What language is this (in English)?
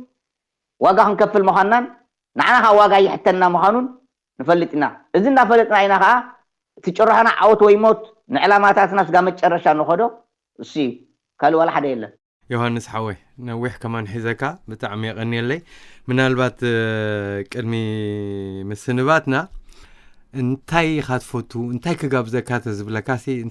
Tigrinya